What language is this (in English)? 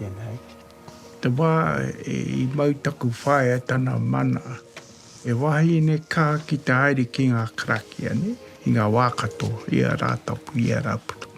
Māori